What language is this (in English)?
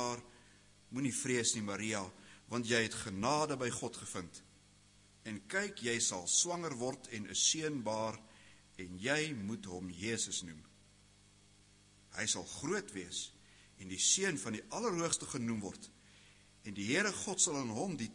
Afrikaans